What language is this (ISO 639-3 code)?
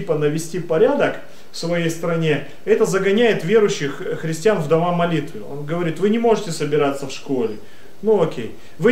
rus